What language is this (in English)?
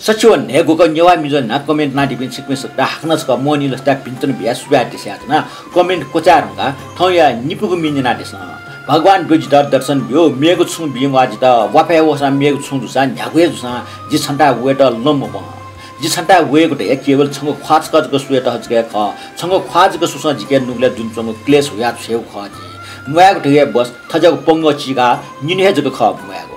Newari